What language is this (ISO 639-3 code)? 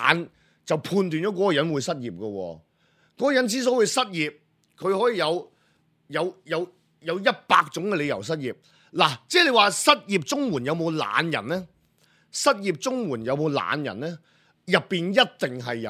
yue